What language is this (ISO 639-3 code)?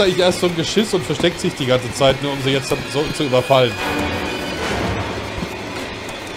deu